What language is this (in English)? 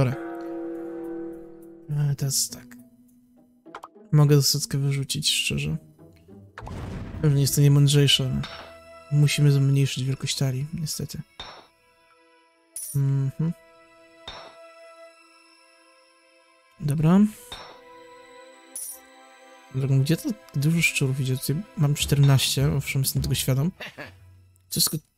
Polish